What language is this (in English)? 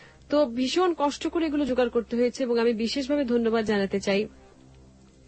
Bangla